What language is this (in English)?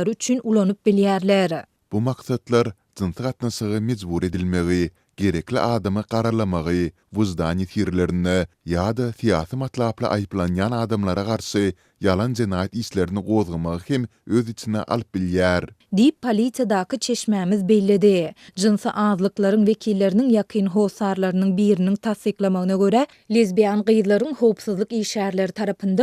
Turkmen